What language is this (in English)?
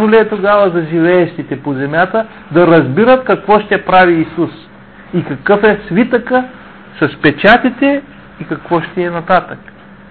Bulgarian